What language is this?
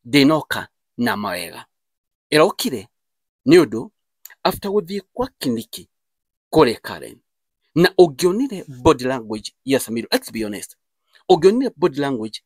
Kikuyu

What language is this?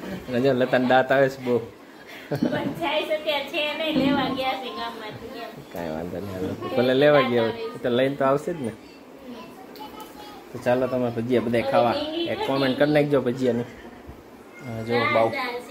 Gujarati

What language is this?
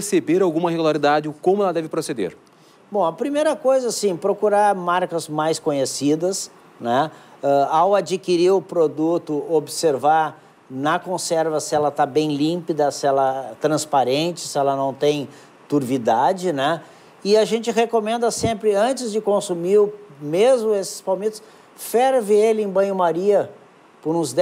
Portuguese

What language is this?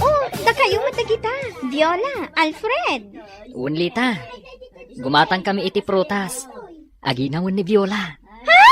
Iloko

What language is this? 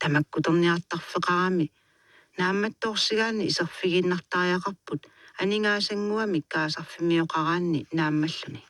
Kalaallisut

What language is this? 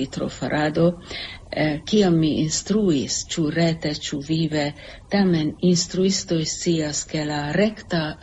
Esperanto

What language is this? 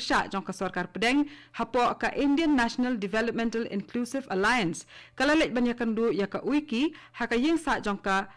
Khasi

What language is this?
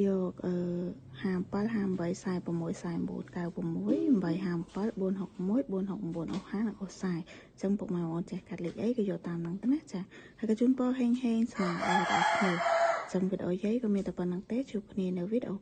Khmer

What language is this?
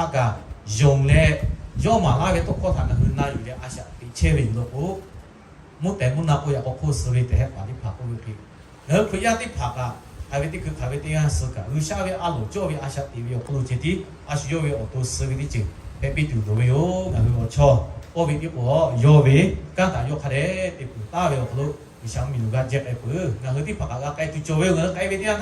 Lahu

